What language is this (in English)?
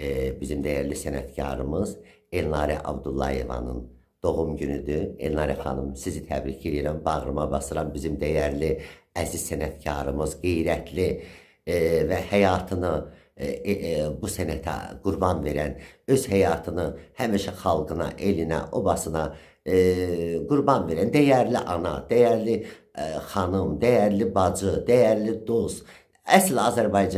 Azerbaijani